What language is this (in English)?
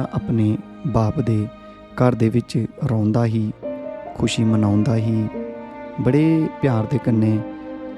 Dogri